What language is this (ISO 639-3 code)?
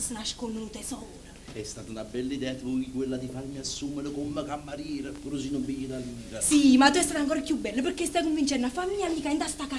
nap